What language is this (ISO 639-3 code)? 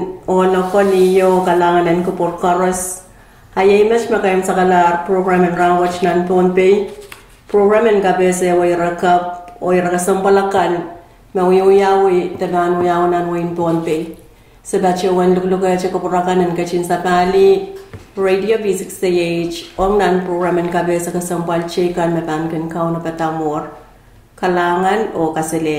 pon